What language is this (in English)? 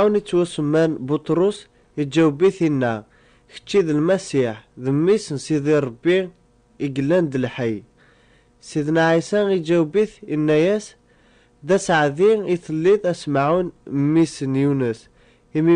Kabyle